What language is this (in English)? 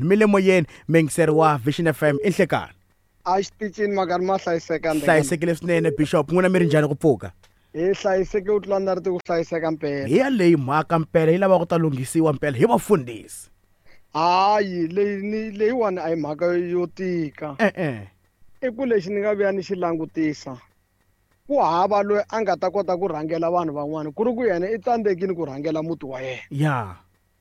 Tsonga